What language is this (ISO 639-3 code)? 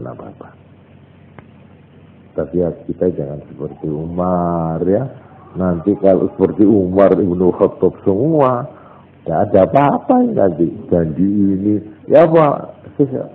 ind